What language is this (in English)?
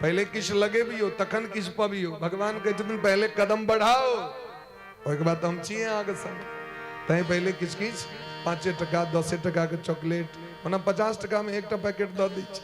Maithili